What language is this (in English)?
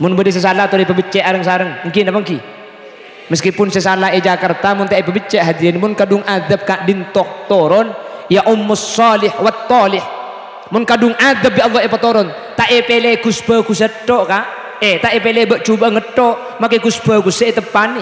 Madurese